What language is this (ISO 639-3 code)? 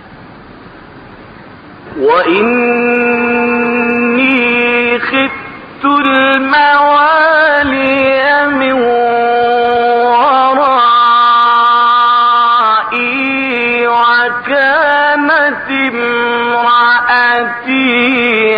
ara